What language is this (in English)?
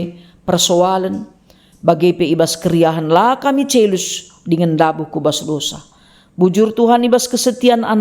Batak Karo